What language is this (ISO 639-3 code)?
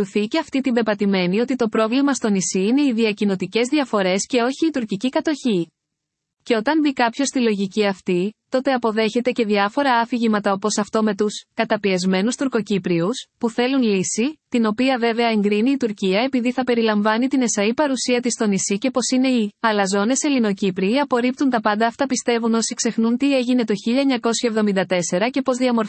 ell